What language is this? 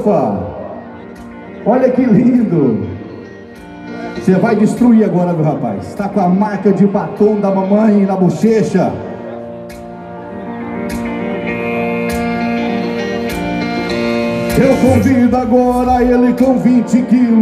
Portuguese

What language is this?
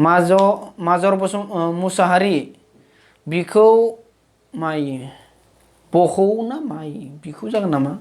Bodo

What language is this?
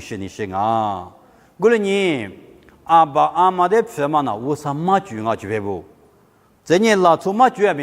Lisu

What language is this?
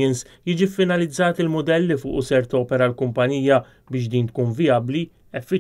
Maltese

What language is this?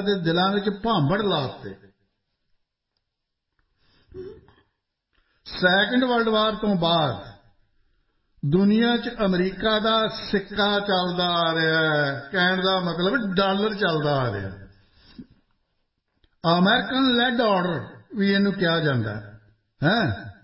Punjabi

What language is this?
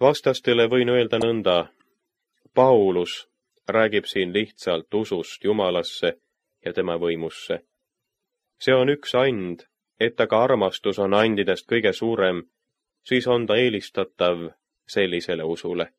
Estonian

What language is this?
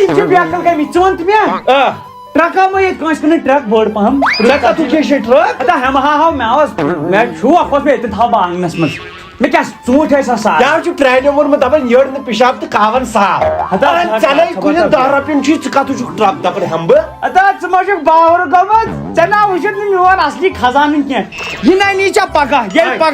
Kashmiri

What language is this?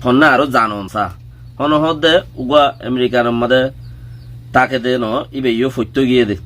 Rohingya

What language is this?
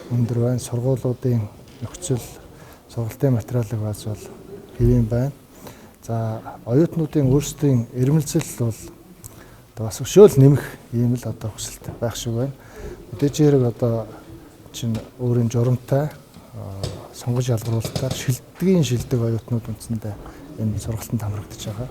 Mongolian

